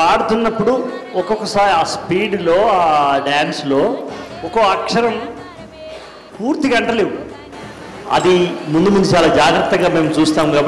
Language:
Telugu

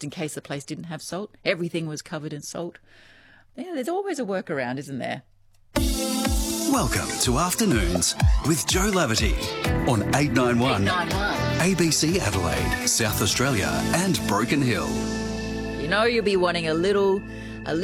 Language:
English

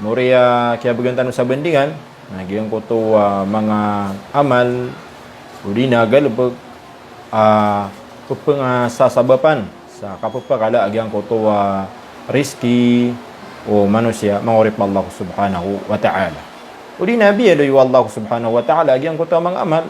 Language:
Maranao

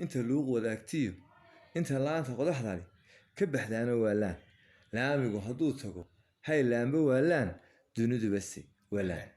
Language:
Somali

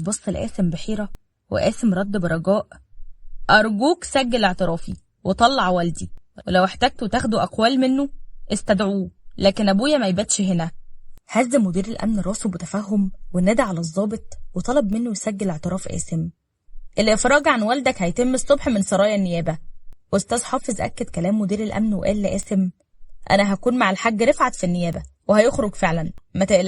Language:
Egyptian Arabic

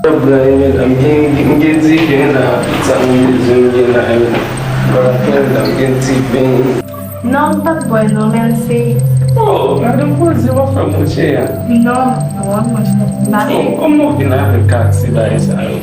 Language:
Haitian Creole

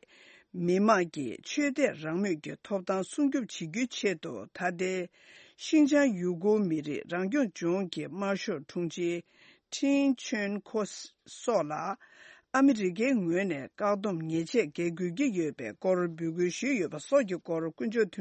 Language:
Tibetan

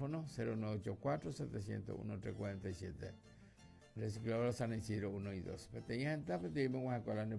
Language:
Guarani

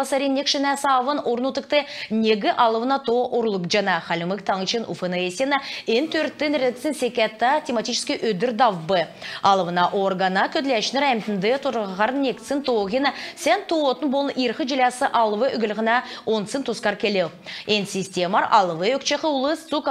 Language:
Kalmyk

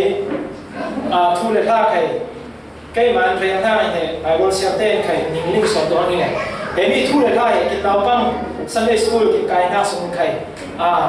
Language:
Falam Chin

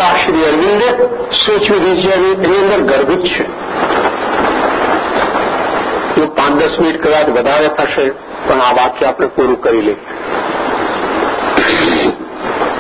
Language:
Gujarati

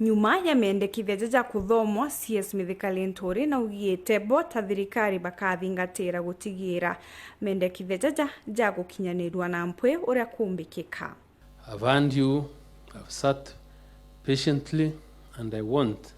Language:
Meru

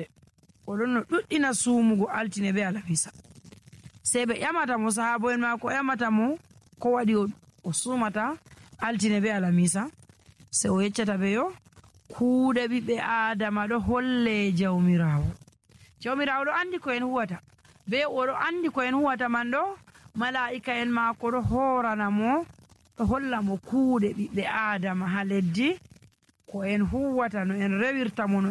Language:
Nigerian Fulfulde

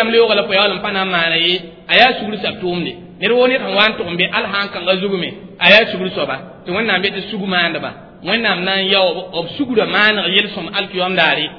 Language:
Mossi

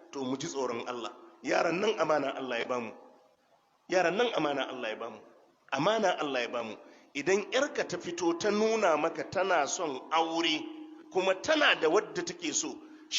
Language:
Hausa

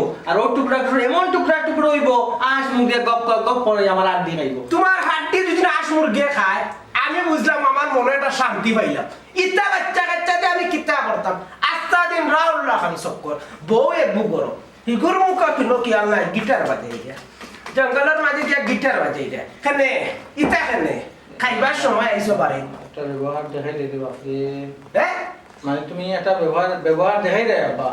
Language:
Sylheti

